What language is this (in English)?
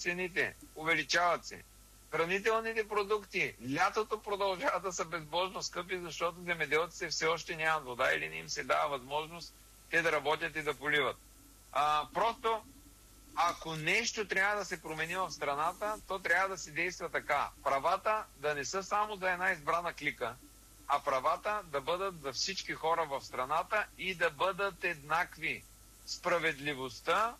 Bulgarian